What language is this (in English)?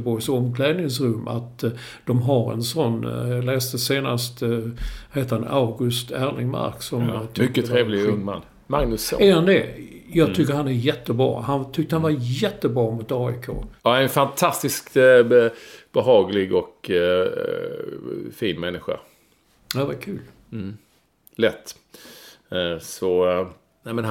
Swedish